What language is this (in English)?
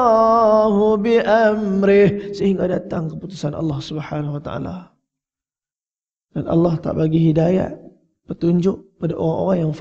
Malay